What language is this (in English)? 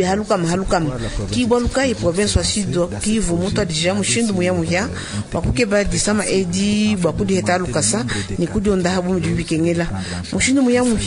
Luba-Lulua